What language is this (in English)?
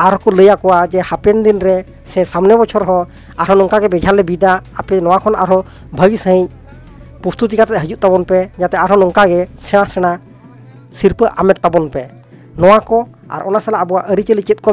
Santali